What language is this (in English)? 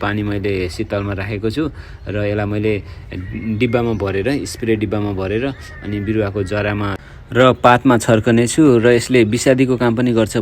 Nepali